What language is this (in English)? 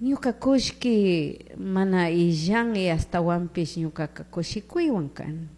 Chimborazo Highland Quichua